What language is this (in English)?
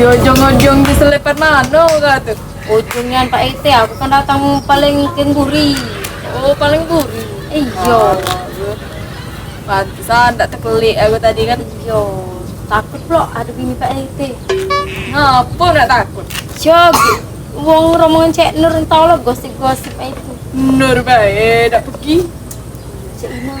Musi